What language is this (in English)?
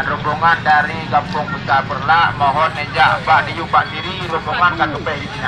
Achinese